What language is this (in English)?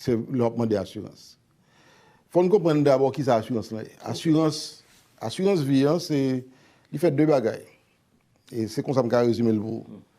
Haitian Creole